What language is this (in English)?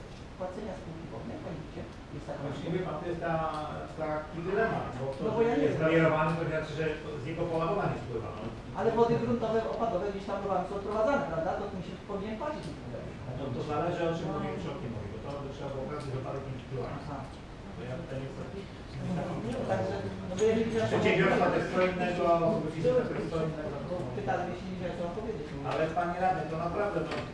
Polish